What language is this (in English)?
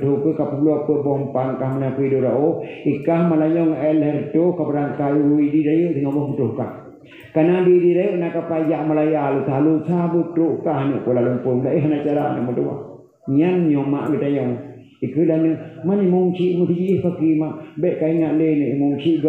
Achinese